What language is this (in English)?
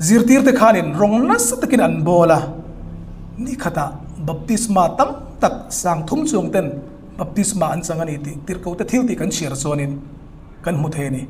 Hmar